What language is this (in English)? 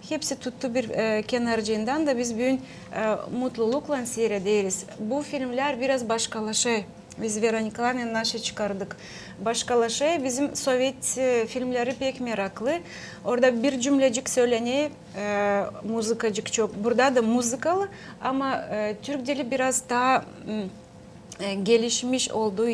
Gagauz